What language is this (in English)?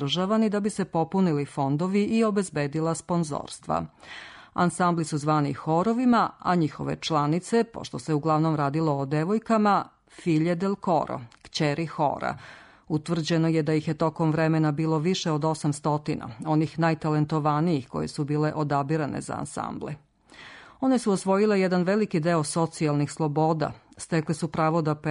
Serbian